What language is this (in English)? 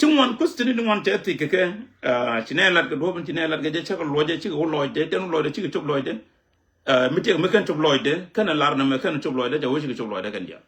Nuer